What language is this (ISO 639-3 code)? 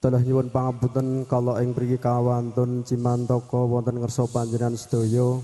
jav